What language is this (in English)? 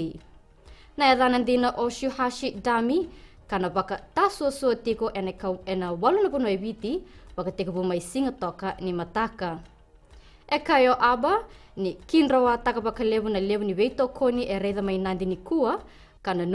Fijian